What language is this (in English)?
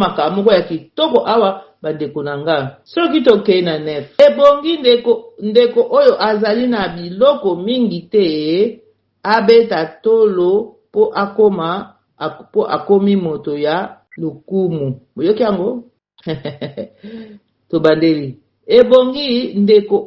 Lingala